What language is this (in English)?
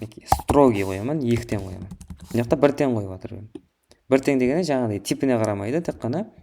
Kara-Kalpak